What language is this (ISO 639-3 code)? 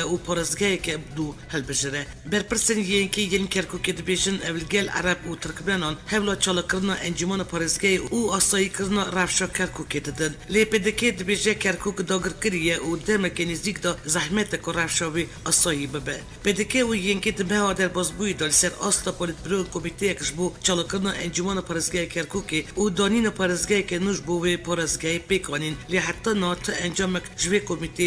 kur